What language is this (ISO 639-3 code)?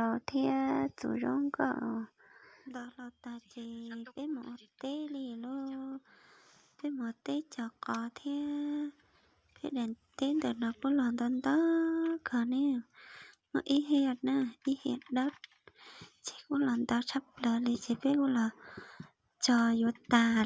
hmn